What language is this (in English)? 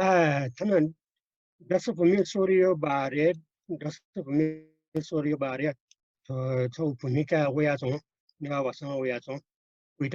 Newari